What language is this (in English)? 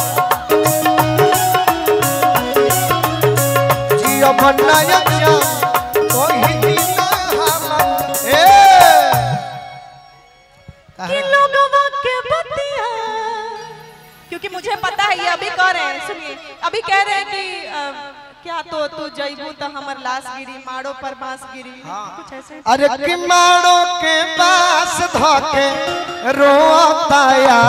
Bhojpuri